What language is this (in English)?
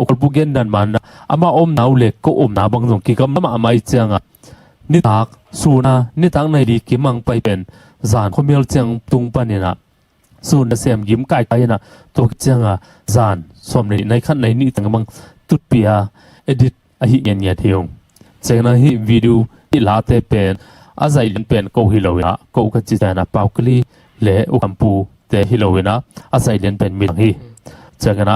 Tedim Chin